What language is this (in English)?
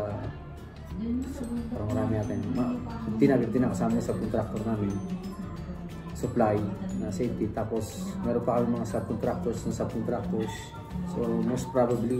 Filipino